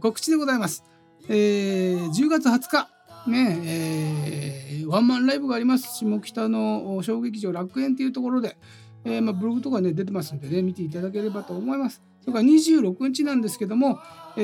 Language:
Japanese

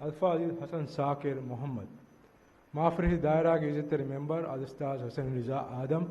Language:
Divehi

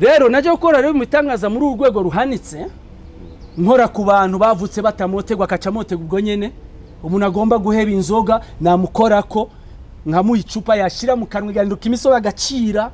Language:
Rundi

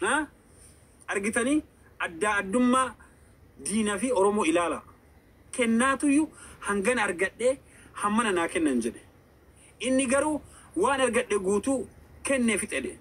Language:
Oromo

